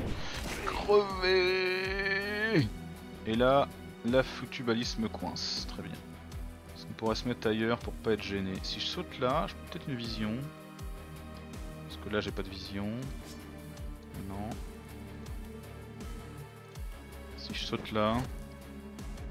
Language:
French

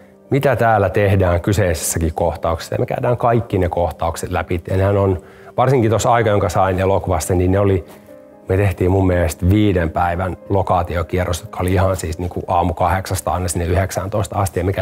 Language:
Finnish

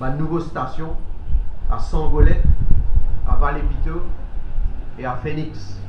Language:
Morisyen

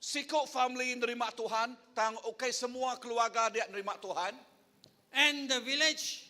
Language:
Iban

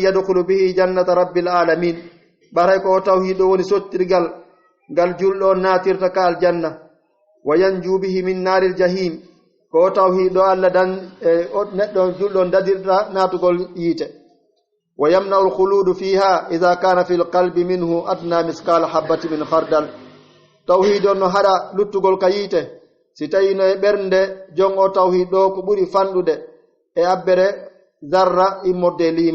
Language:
Pular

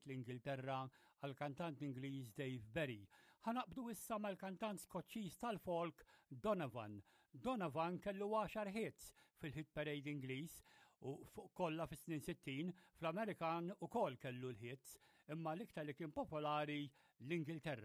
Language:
Maltese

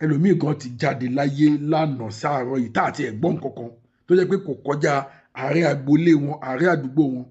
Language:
Yoruba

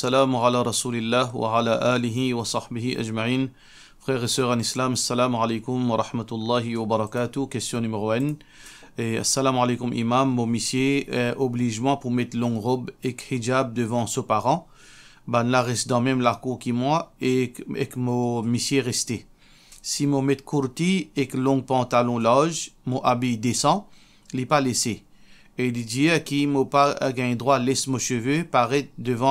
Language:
Morisyen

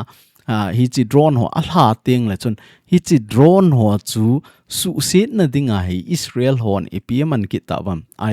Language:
Thado Chin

